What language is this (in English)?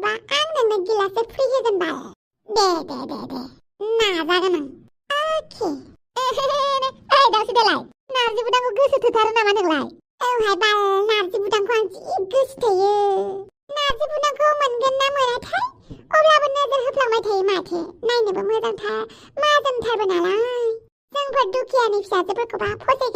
Bodo